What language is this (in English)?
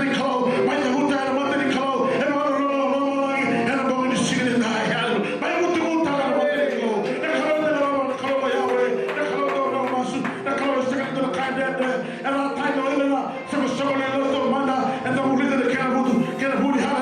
Fijian